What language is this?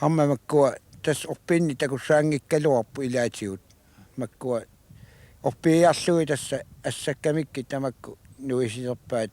Kalaallisut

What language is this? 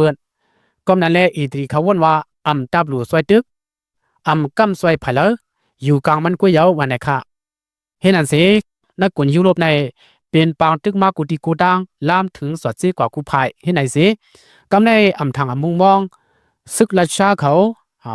Lao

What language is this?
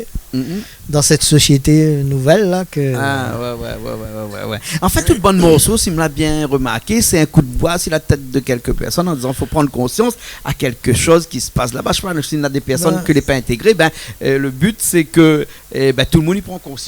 Réunion Creole French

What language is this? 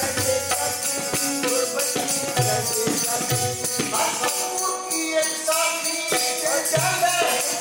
Punjabi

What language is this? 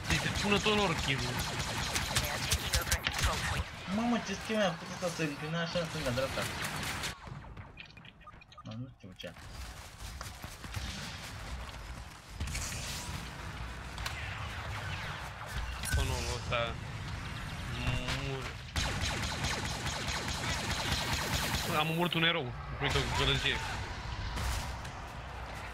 Romanian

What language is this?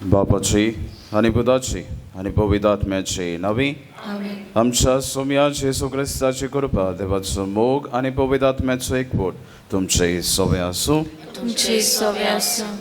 Konkani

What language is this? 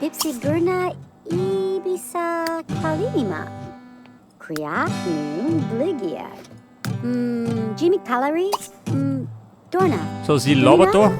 Bavarian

